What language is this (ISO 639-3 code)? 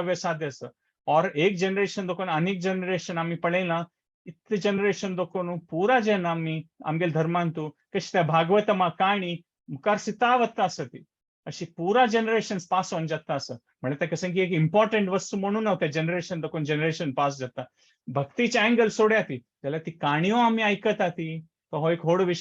kok